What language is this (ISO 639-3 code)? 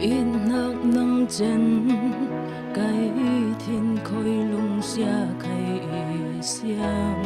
cfm